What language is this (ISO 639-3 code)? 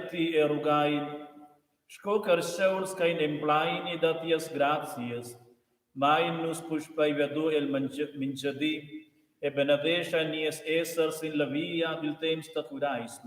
roh